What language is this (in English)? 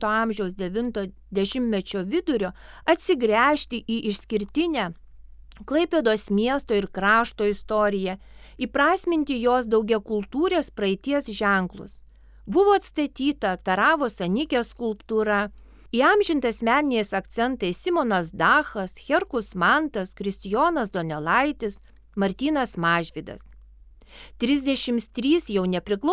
Lithuanian